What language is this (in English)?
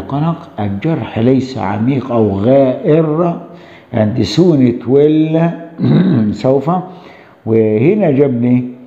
Arabic